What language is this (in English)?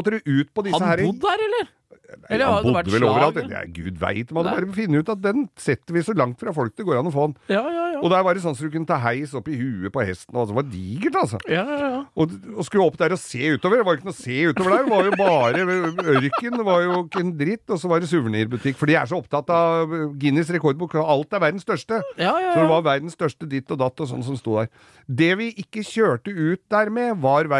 Norwegian